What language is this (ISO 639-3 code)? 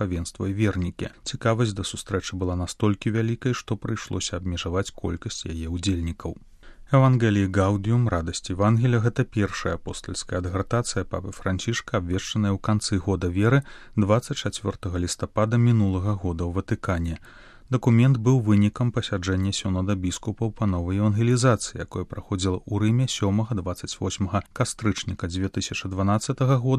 bel